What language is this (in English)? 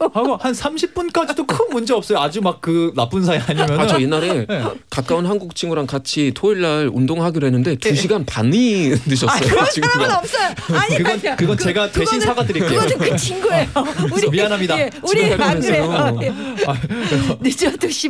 Korean